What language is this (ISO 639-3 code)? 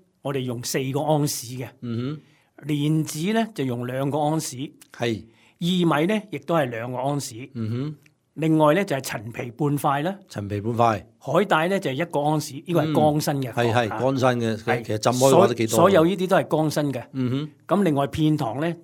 yue